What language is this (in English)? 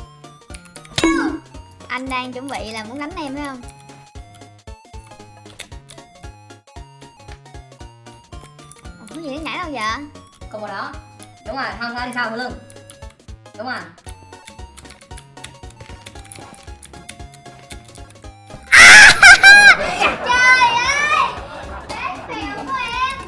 Vietnamese